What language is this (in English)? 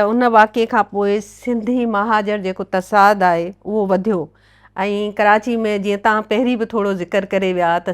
Sindhi